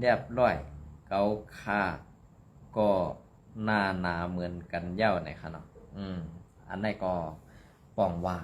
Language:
Shan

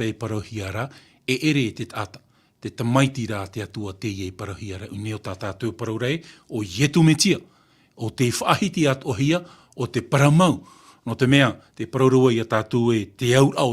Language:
Tahitian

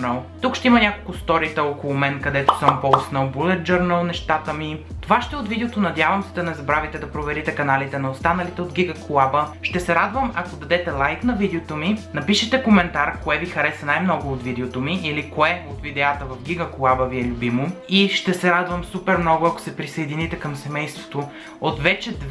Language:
Bulgarian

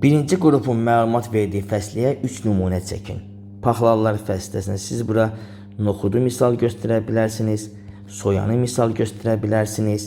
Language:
Azerbaijani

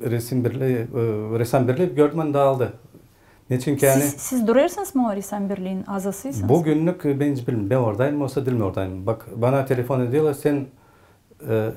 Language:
Gagauz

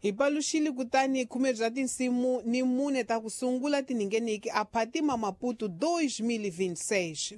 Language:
Tsonga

